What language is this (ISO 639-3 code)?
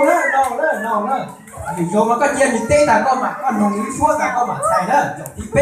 hmn